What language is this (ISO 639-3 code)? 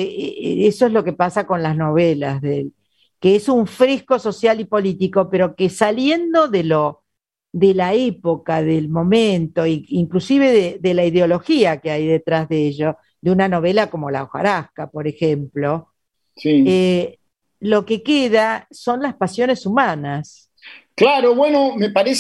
spa